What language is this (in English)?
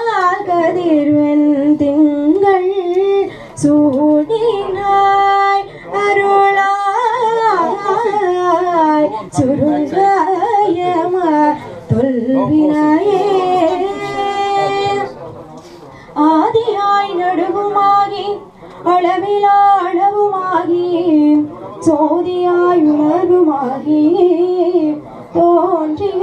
Tamil